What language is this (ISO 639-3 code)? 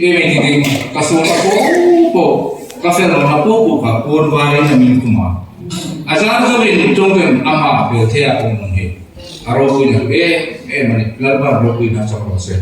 hmr